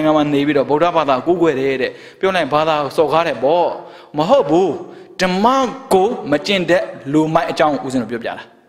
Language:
Burmese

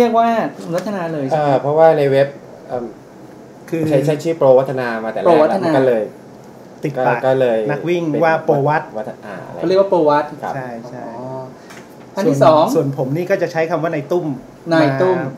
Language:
Thai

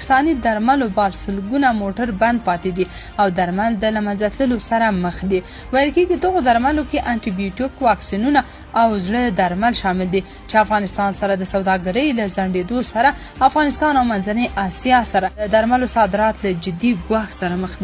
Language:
Pashto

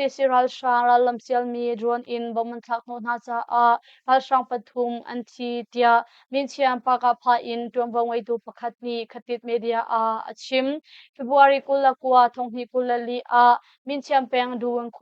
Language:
Hakha Chin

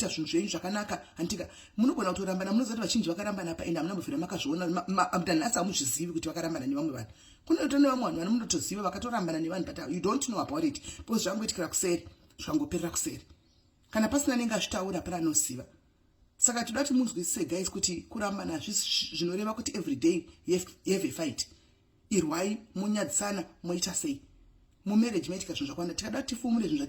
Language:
Shona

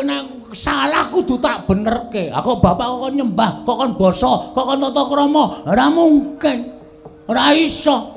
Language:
Javanese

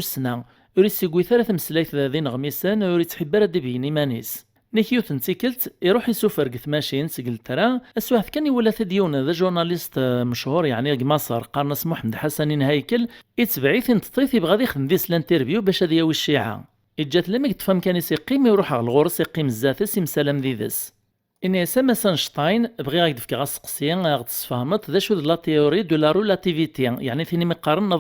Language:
Kabyle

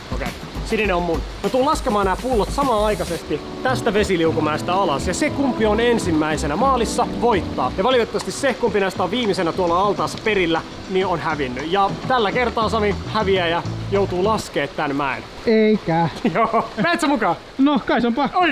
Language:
Finnish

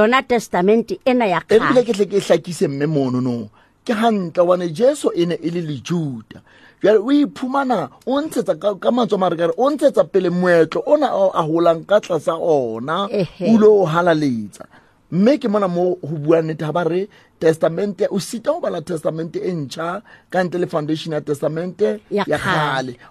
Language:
Southern Sotho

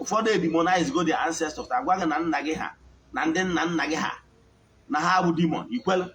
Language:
Igbo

